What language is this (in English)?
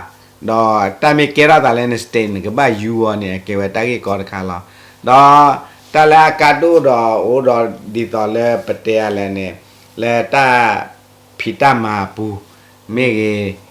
S'gaw Karen